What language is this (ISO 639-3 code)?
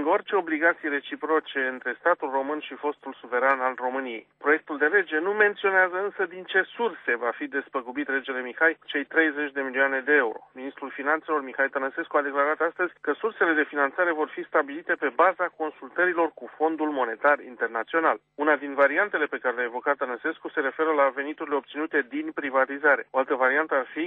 ron